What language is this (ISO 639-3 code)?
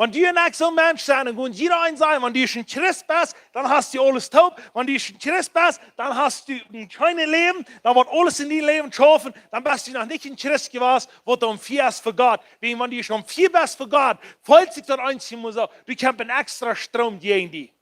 pdt